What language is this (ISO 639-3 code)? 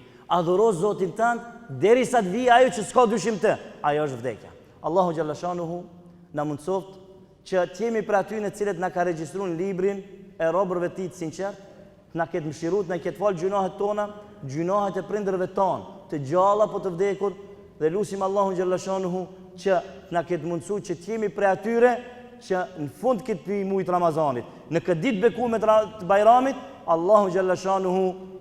sqi